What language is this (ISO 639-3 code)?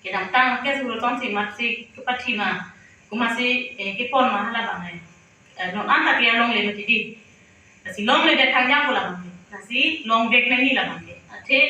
mjw